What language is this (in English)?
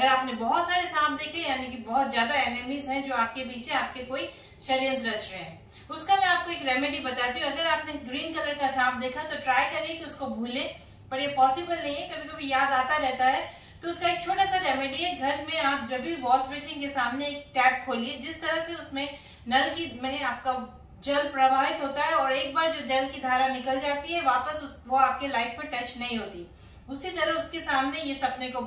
Hindi